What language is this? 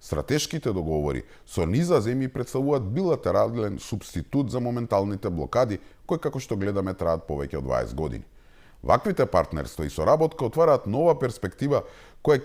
Macedonian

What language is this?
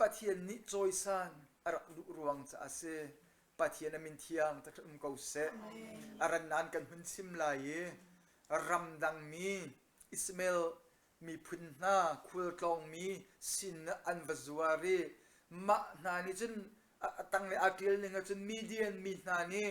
Hakha Chin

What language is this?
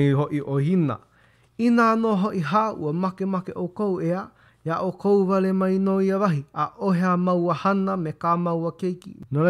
Hawaiian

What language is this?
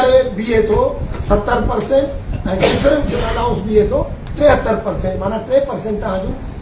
Sindhi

